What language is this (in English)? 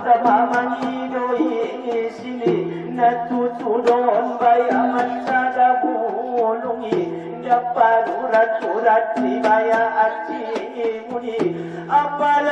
Batak Angkola